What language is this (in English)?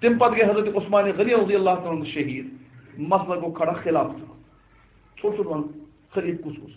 Kashmiri